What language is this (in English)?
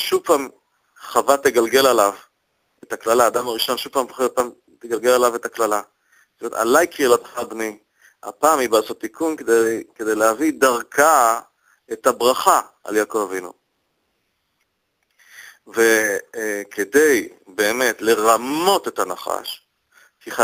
Hebrew